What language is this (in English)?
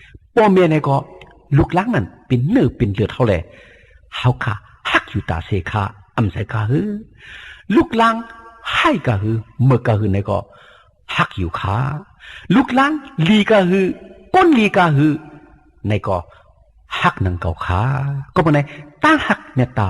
Shan